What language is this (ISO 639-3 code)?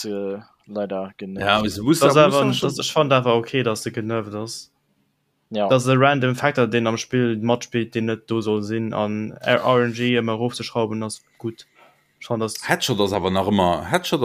ltz